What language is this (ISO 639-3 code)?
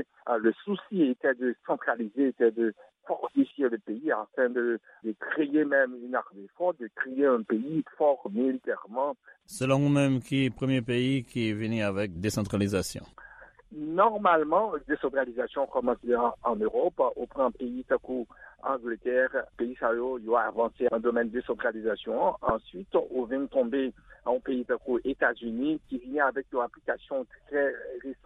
hat